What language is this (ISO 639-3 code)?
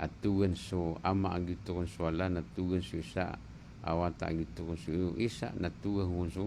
mrw